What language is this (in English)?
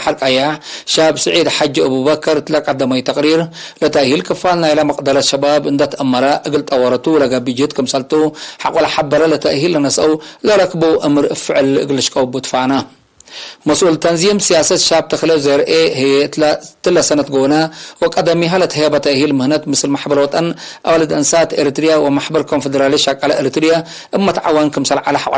Tigre